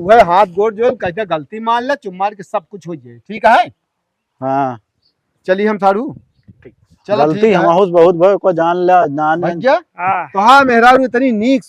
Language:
Awadhi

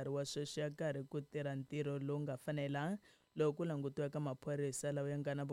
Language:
Tsonga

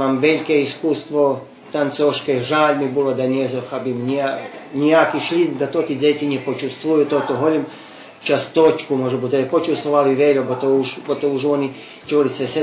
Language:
Rusyn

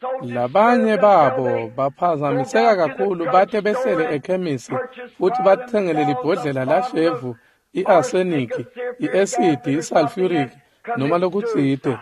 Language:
Swati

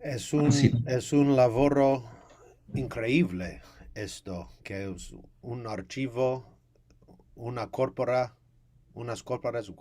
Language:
Ladino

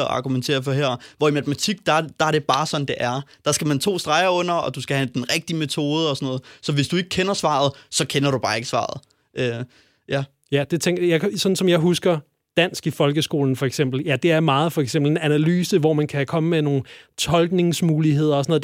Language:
Danish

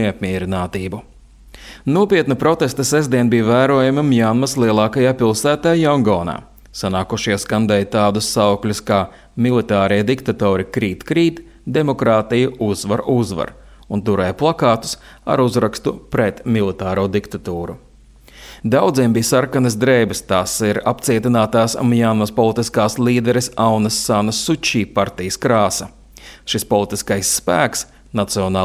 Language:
Latvian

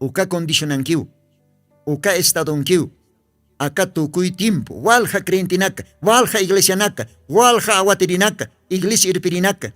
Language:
Aymara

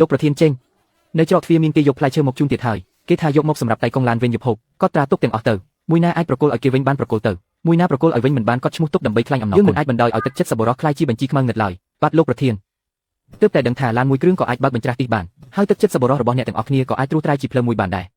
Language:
Khmer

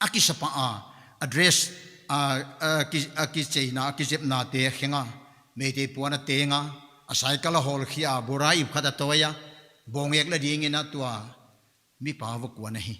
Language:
Paite Chin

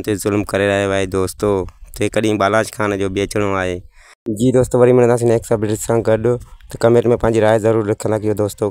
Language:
Sindhi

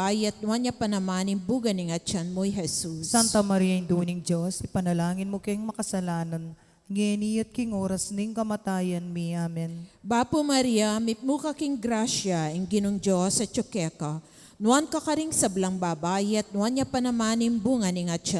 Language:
Pampanga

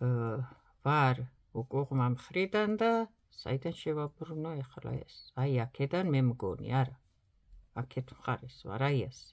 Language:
Georgian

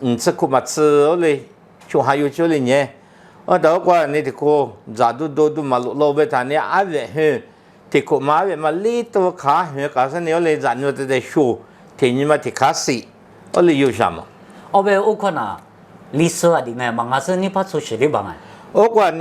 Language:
Lisu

